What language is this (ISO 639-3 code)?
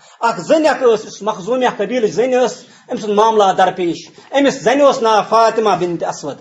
kas